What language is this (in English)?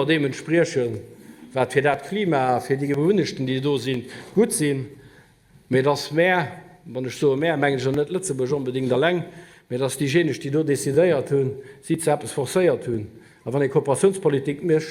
Luxembourgish